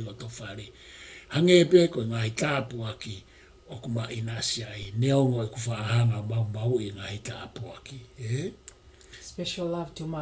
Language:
Tongan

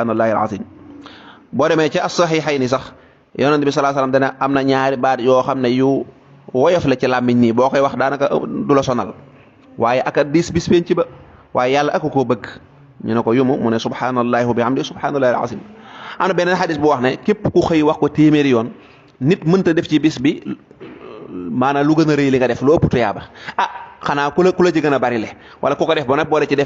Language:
Wolof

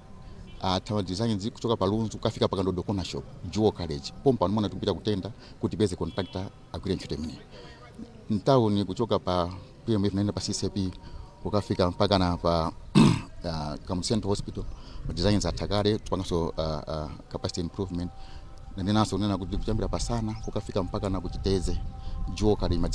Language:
Nyanja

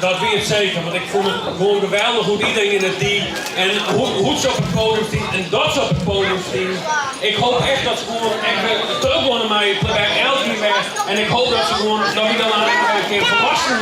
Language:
Western Frisian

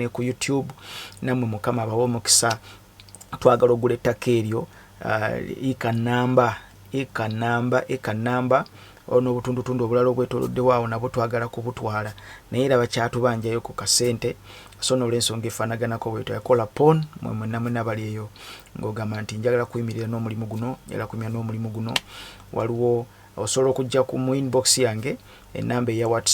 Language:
Ganda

